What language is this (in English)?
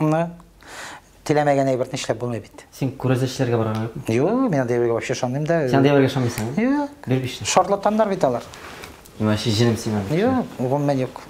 Tatar